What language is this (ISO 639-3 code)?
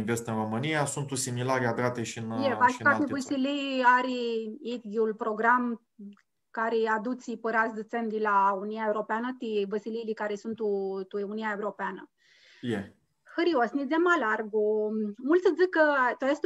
rup